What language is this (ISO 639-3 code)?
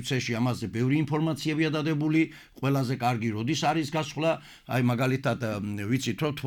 kat